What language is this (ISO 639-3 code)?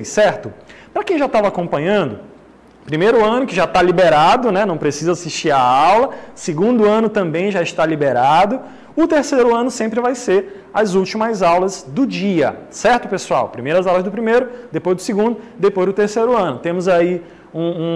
por